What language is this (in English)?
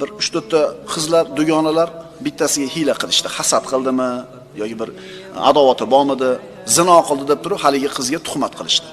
Uzbek